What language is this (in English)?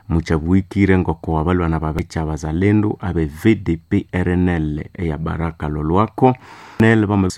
Nande